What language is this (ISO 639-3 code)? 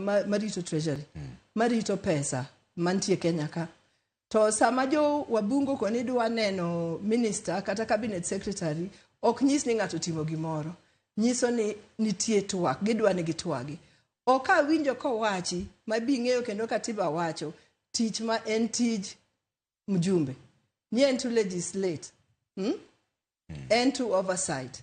luo